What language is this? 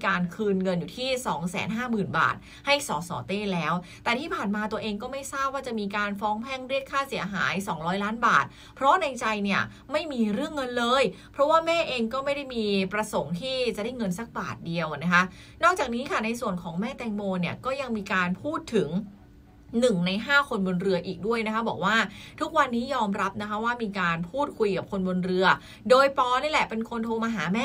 Thai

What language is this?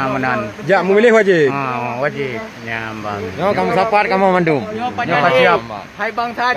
Achinese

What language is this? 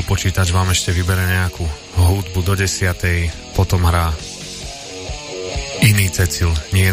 Slovak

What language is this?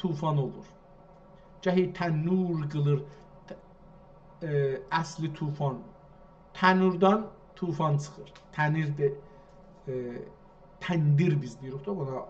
South Azerbaijani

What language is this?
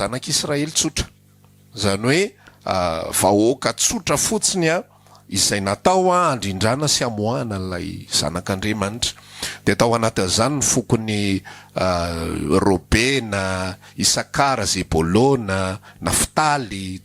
Malagasy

